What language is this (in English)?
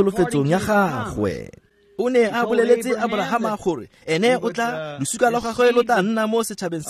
Tswana